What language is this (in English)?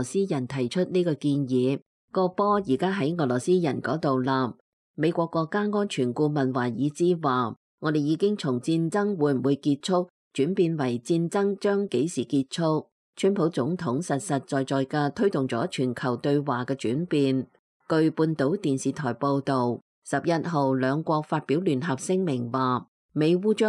Cantonese